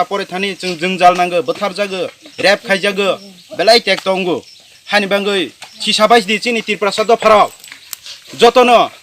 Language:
Riang (India)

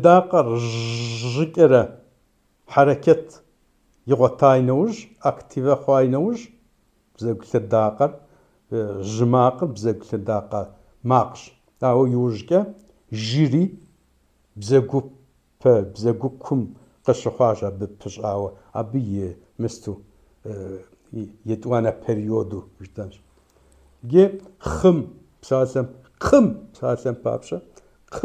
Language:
Kabardian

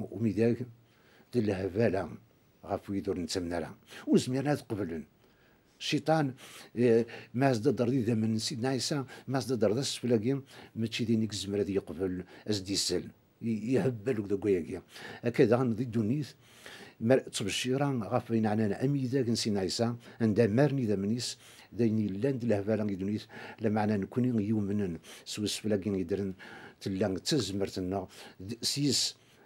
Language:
Kabyle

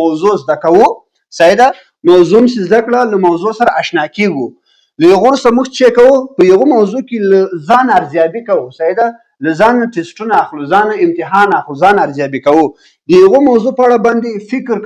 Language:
Pashto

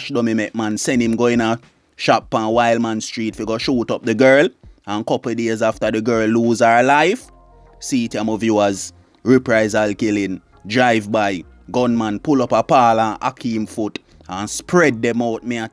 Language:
Jamaican Creole English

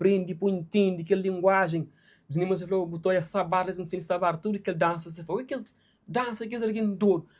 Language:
Kabuverdianu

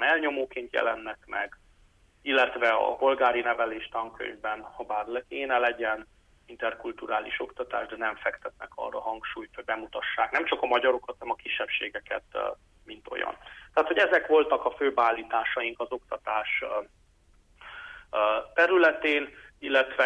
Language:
Hungarian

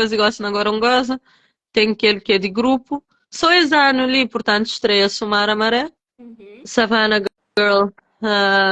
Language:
Kabuverdianu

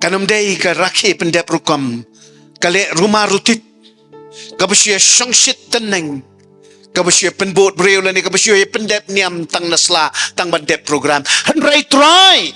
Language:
Khasi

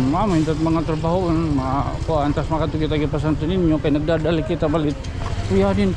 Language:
Waray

